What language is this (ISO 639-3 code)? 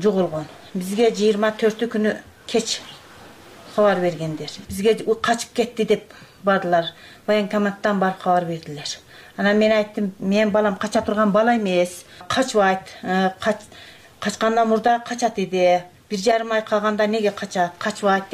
kir